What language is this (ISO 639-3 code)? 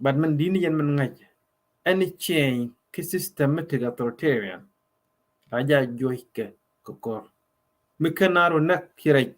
nus